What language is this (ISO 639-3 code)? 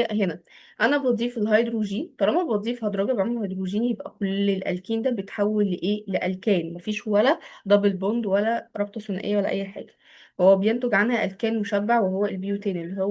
arz